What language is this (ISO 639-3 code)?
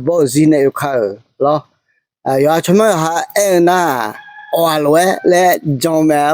ahk